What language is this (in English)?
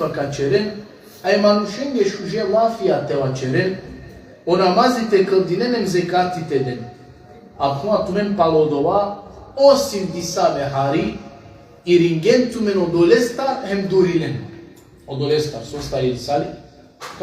Balkan Romani